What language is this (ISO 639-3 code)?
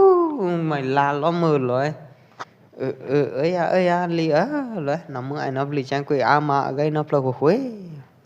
kjp